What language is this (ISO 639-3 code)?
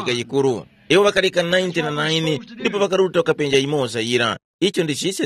tum